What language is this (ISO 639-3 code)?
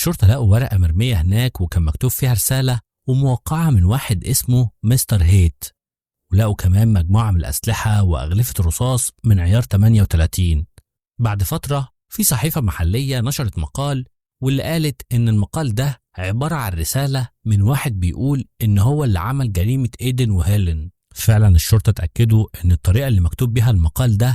arz